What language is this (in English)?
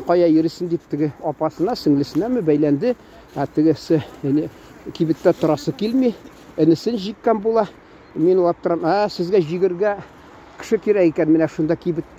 Tatar